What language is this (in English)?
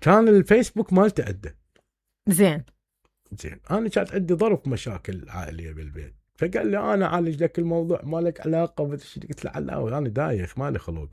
Mesopotamian Arabic